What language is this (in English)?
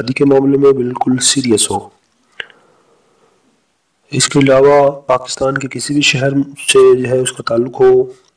Urdu